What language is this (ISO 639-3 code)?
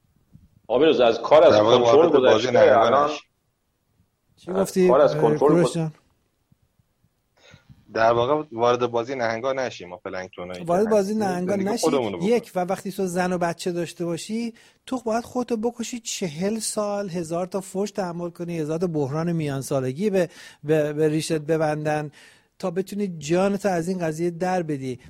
fas